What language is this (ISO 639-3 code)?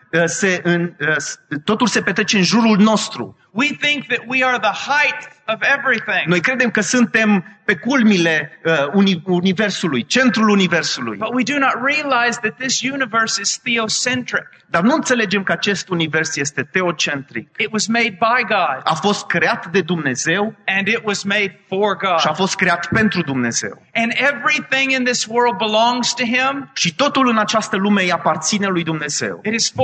ron